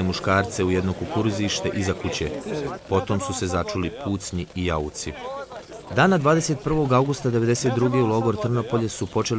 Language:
Bosnian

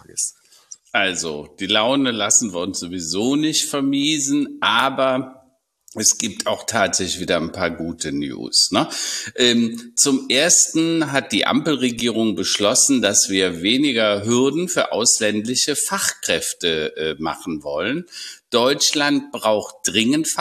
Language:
German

